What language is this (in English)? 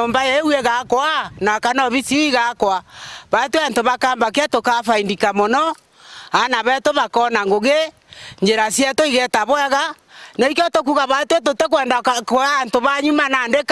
Meru